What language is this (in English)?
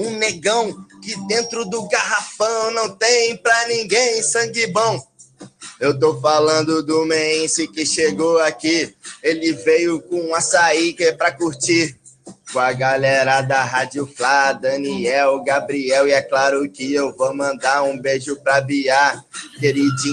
Portuguese